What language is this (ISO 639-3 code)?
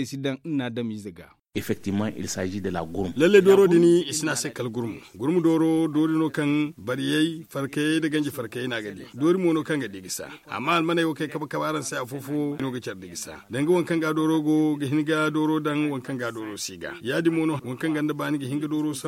dje